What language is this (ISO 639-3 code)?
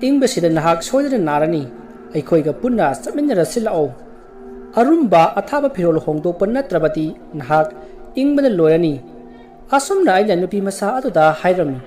mni